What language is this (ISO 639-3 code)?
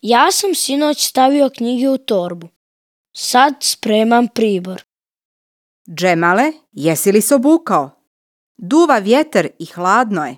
srp